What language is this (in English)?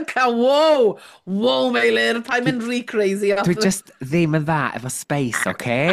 Welsh